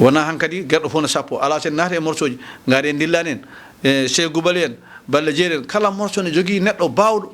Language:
Fula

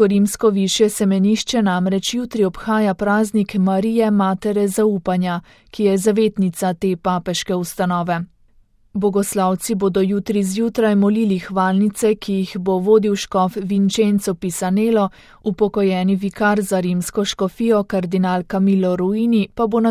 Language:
Slovenian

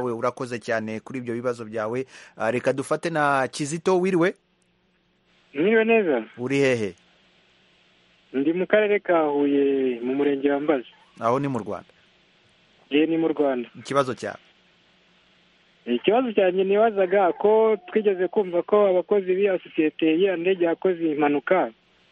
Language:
Kinyarwanda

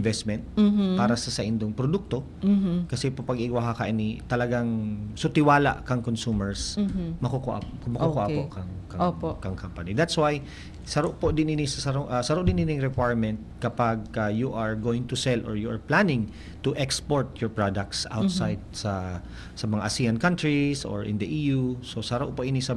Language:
Bikol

